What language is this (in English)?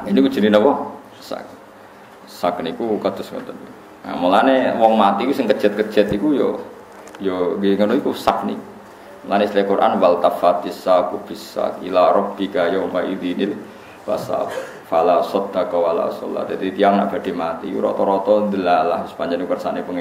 Javanese